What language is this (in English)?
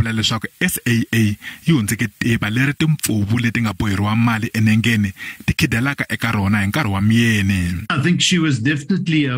Tsonga